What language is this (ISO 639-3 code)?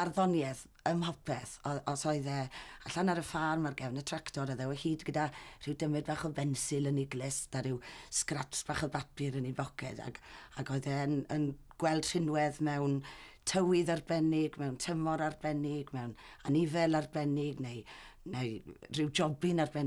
cym